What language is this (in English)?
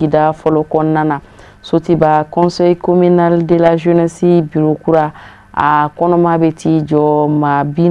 Bambara